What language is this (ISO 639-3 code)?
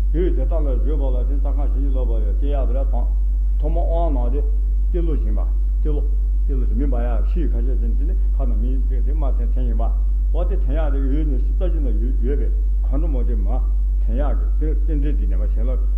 bod